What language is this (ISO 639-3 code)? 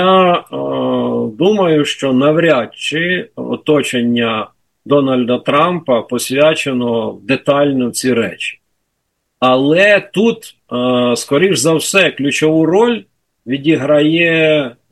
ukr